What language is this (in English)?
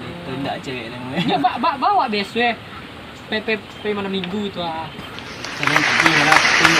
Minangkabau